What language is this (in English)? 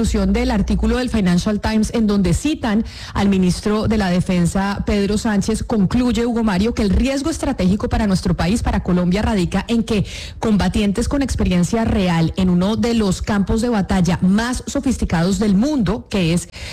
Spanish